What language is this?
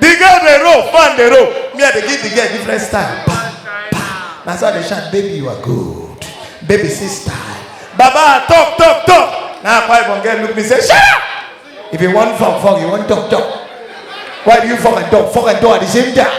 Nigerian Pidgin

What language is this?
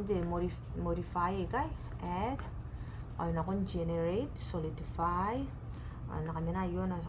Gilbertese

